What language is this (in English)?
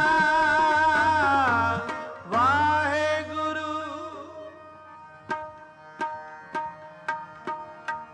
Punjabi